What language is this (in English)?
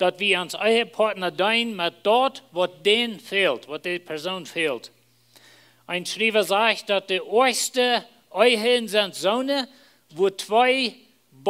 Plautdietsch